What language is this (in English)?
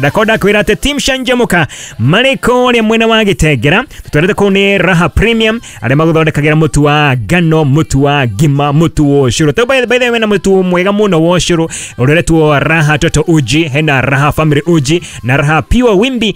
Kikuyu